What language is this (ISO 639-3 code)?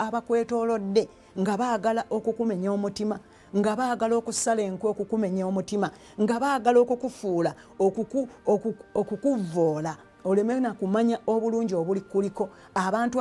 lug